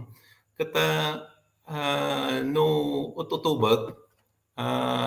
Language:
Iloko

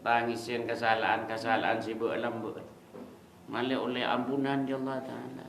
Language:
Madurese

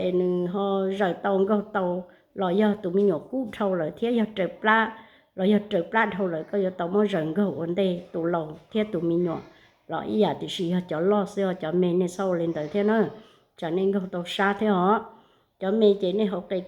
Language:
Hmong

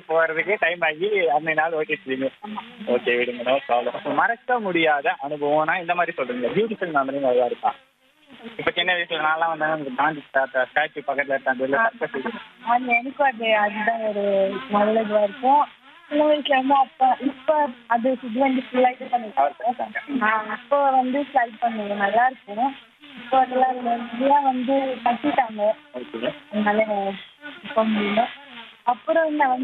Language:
Tamil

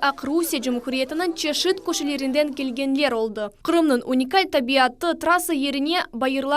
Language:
Crimean Tatar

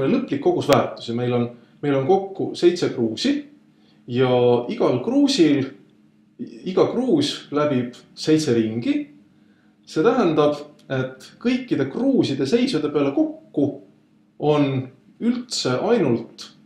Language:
Estonian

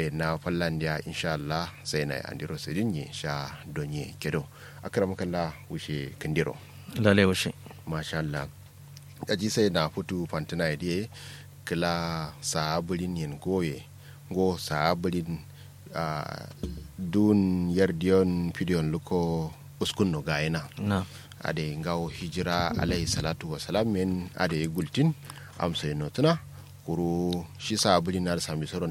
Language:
Kanuri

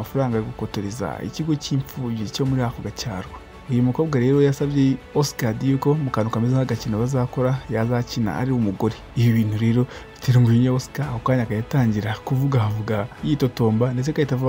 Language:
Kinyarwanda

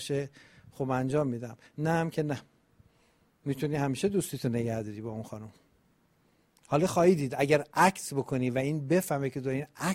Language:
Persian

